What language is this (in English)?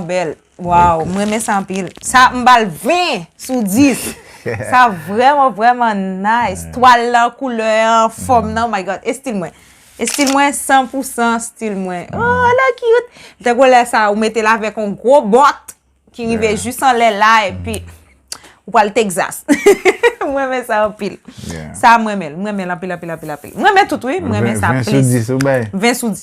Haitian Creole